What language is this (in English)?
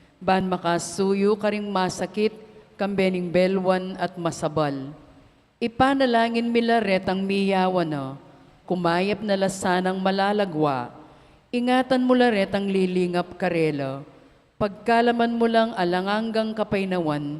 Pampanga